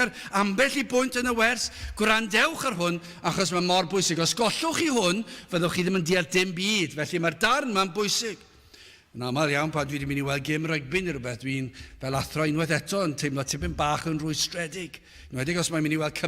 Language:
Welsh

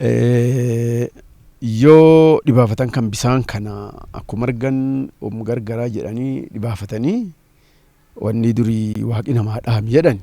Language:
Oromo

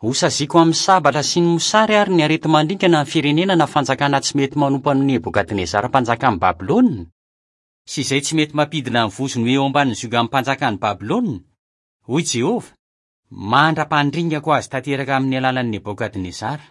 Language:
Malagasy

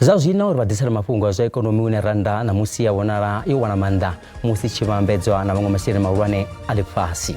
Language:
Venda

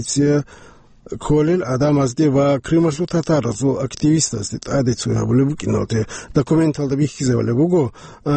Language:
Avaric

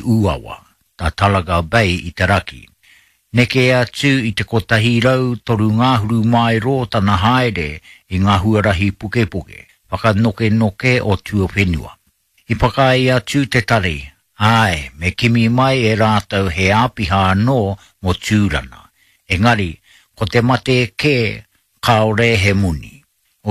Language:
Māori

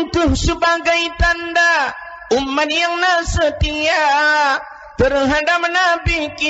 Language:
Achinese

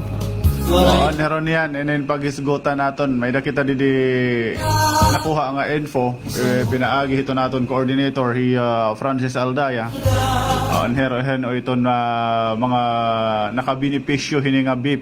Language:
Waray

